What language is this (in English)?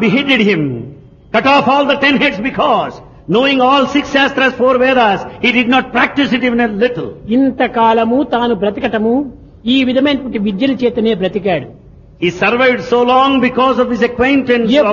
Telugu